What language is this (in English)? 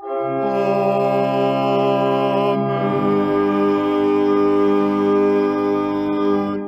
Welsh